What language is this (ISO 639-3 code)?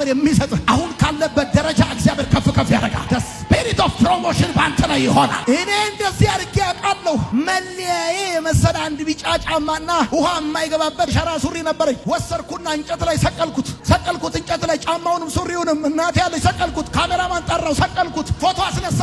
amh